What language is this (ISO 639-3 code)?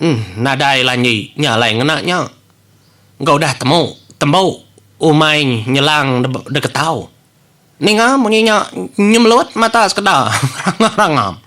iba